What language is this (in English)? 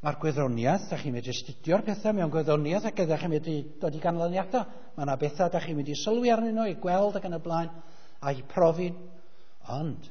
Welsh